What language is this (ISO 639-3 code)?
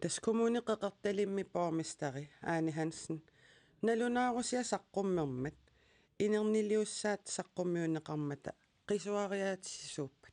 kal